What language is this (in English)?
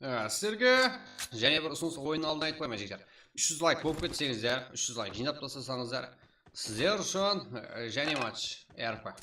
Kara-Kalpak